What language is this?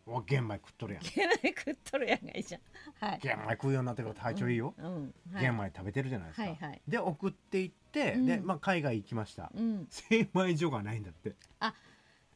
Japanese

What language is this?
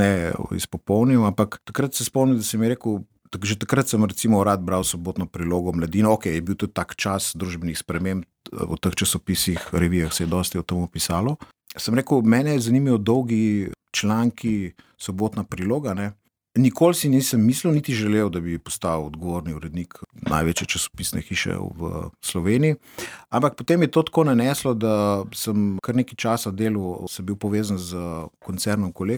Slovenian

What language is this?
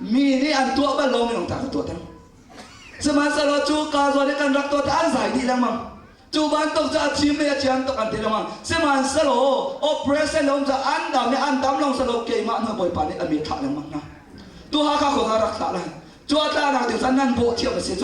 Hakha Chin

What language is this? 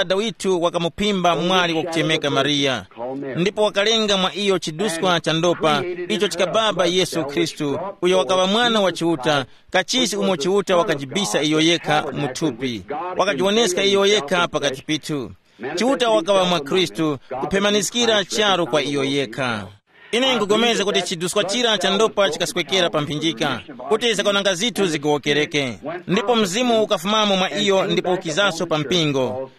Tumbuka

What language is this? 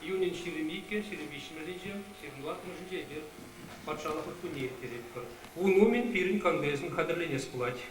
Chuvash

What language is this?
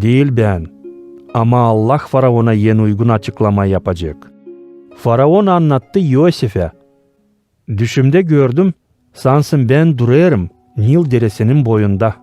Gagauz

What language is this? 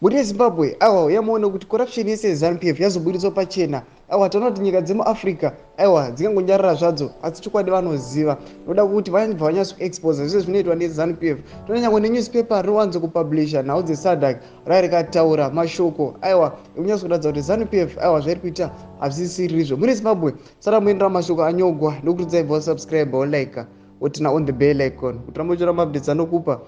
Shona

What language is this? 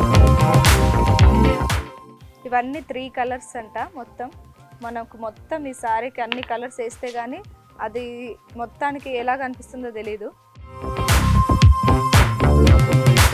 Telugu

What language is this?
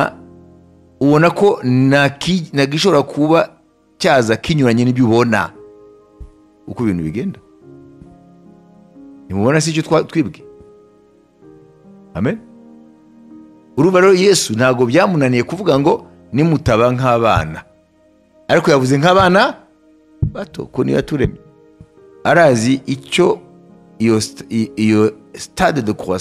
Kinyarwanda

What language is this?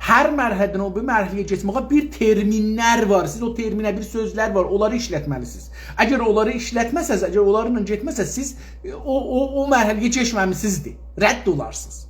South Azerbaijani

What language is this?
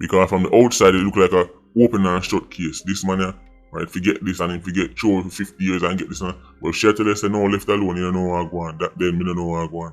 Jamaican Creole English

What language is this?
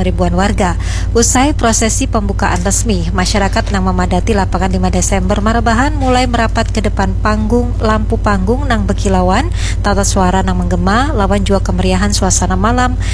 Banjar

